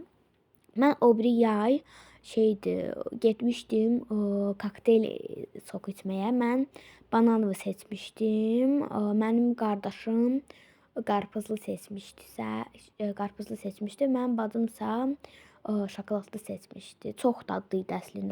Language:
Azerbaijani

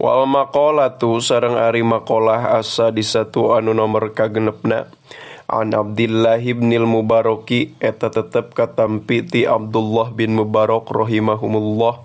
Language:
Sundanese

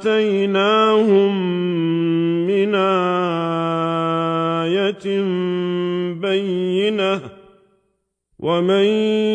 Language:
Arabic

